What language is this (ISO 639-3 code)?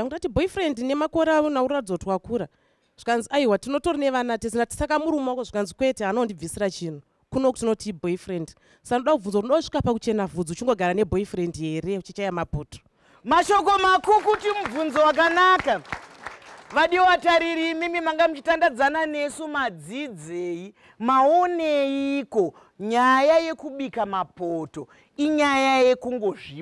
sna